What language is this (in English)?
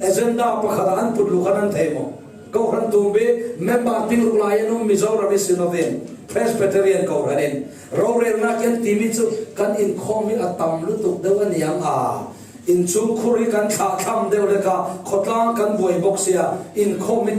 Falam Chin